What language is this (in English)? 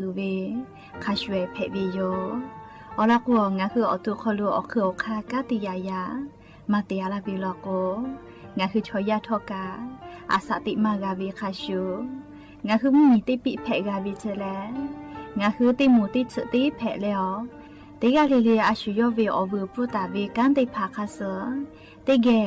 Lahu